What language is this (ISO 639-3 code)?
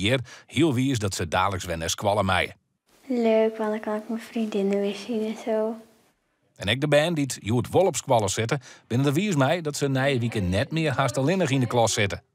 fry